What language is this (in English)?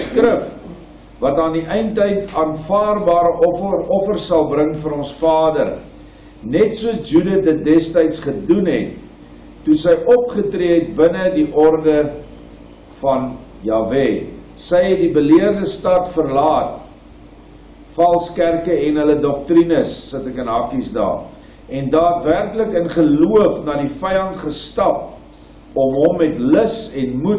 Afrikaans